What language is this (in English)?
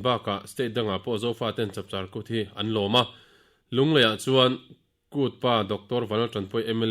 Mizo